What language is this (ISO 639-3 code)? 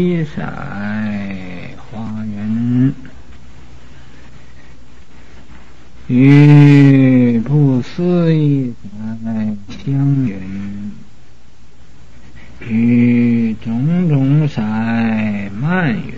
zho